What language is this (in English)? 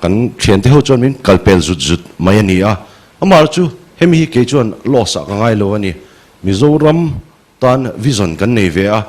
Mizo